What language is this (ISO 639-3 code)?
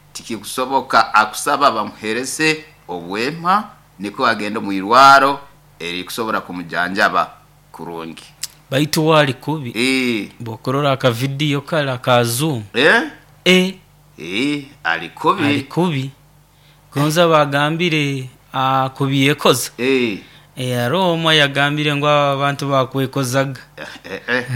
nyo